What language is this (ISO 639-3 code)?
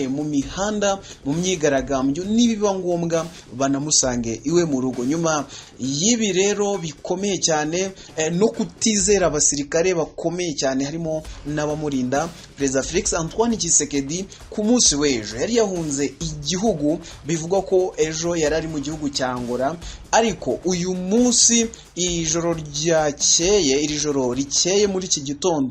kin